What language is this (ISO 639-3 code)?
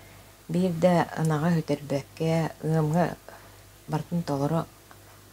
sah